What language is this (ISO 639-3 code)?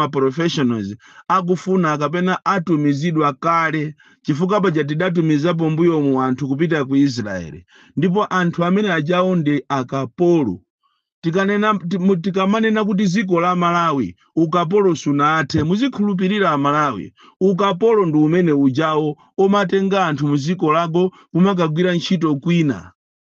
nya